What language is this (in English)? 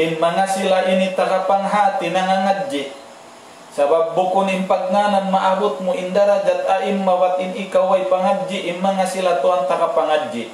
Tausug